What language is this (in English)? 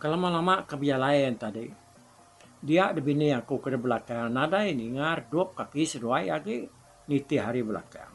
Iban